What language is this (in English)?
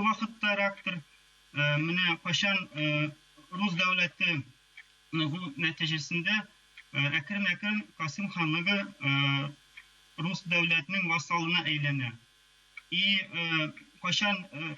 Tatar